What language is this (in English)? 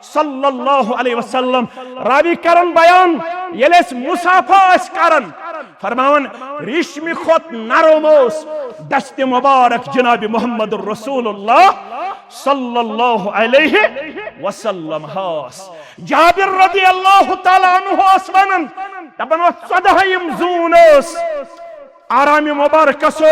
Kashmiri